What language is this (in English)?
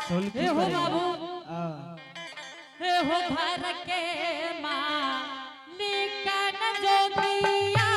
Angika